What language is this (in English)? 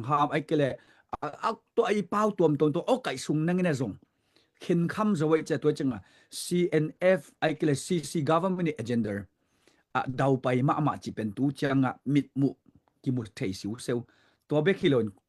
Tedim Chin